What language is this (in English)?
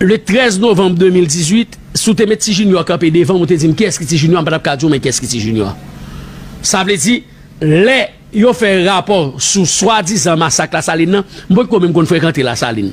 Haitian Creole